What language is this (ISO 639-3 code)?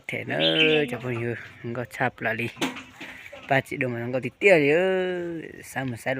hmn